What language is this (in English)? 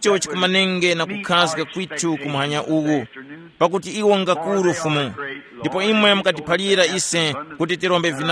Tumbuka